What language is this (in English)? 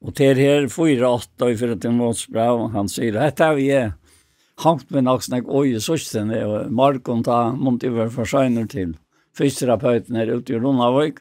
Faroese